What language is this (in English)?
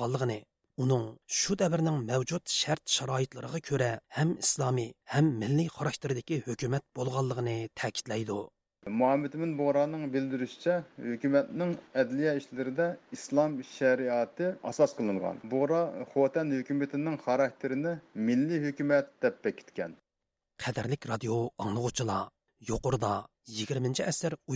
Uyghur